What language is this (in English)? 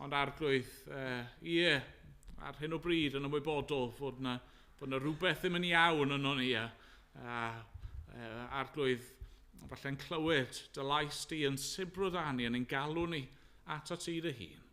Welsh